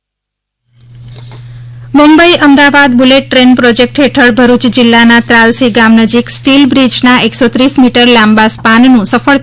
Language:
Gujarati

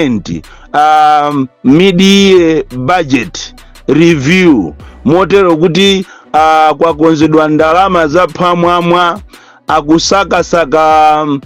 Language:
Nyanja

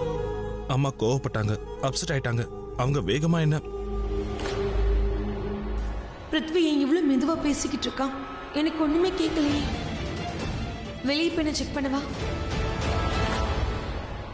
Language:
Tamil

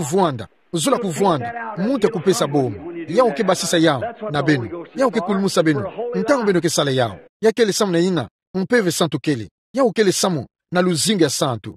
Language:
Kituba (Democratic Republic of Congo)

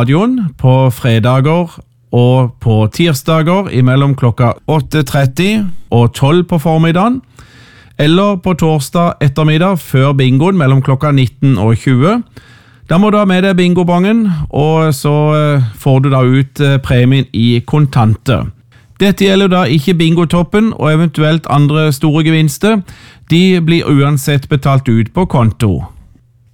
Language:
Norwegian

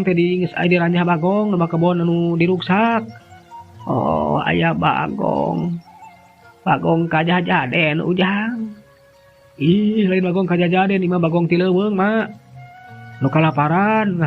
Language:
Sundanese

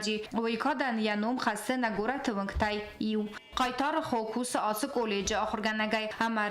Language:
Ossetic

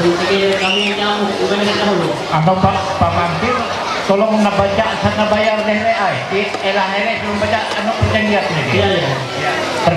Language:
Ma'anyan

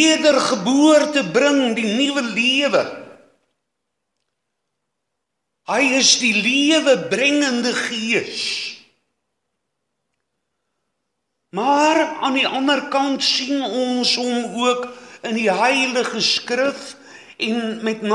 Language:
Afrikaans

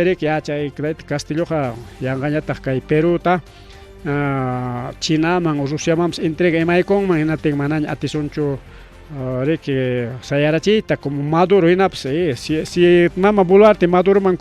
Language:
Ayacucho Quechua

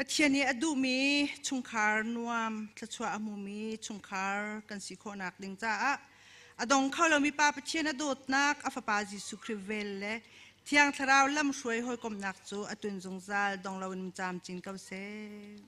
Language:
Hakha Chin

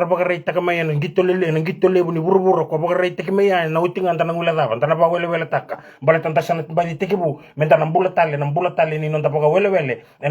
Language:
Fijian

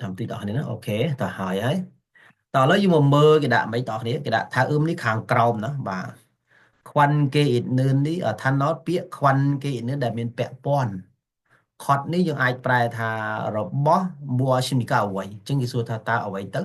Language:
Khmer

